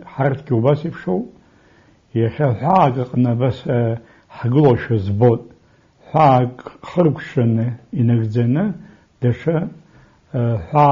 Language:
Abkhazian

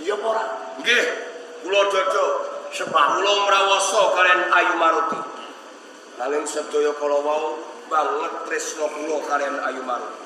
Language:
Javanese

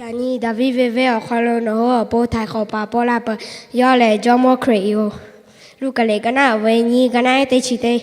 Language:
Lahu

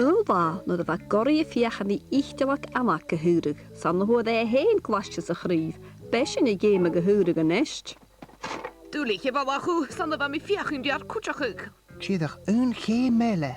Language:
Scottish Gaelic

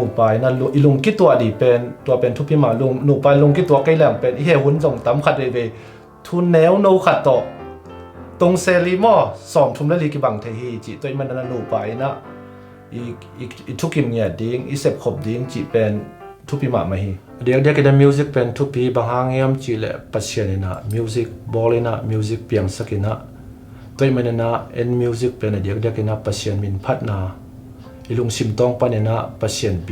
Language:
Tedim Chin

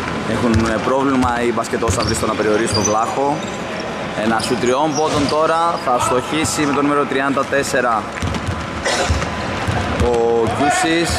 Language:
Greek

